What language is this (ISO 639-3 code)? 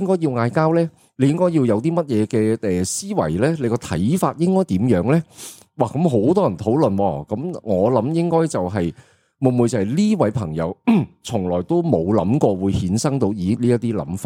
yue